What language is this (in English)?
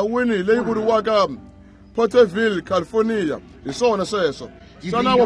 Tsonga